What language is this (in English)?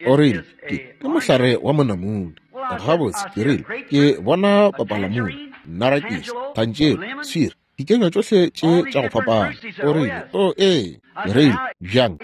Northern Sotho